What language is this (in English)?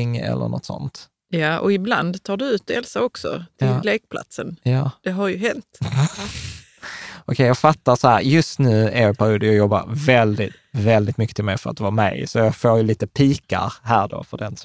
Swedish